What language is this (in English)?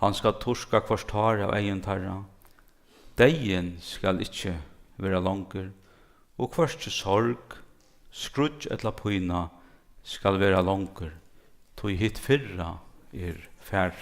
Faroese